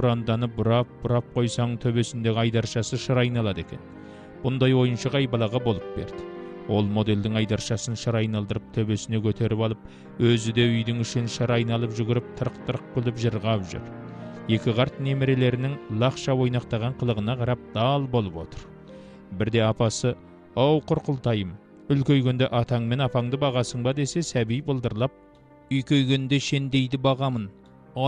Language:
Kazakh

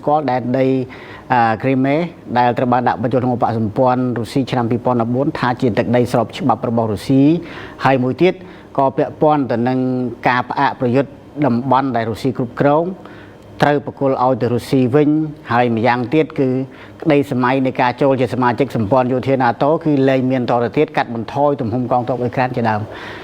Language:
Khmer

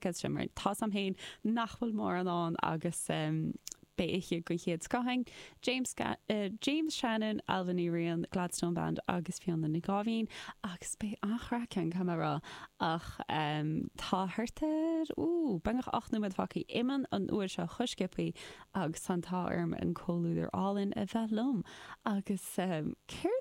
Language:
Irish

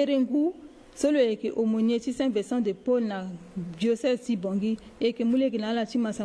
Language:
Sango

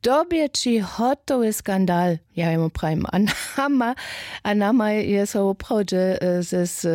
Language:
Upper Sorbian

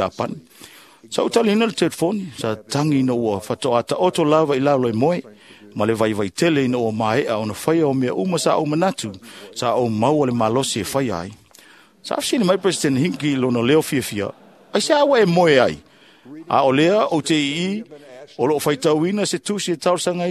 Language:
Samoan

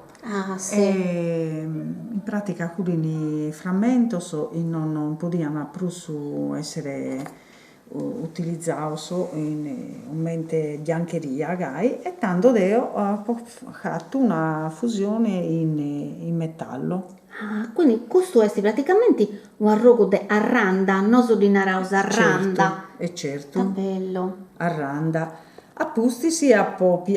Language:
Sardinian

